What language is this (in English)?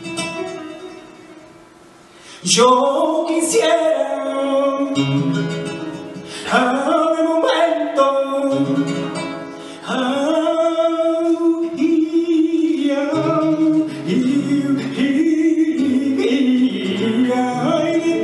Spanish